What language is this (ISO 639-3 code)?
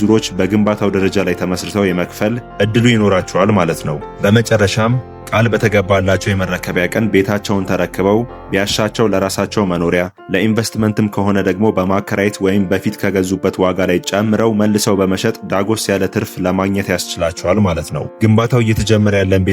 amh